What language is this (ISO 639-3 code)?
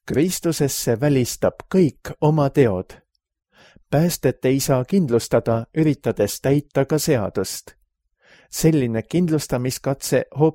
est